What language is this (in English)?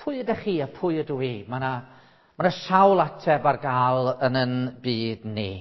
Welsh